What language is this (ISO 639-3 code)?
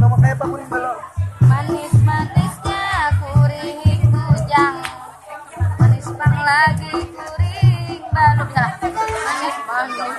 bjn